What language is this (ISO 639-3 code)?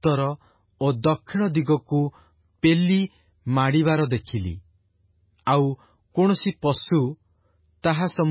ori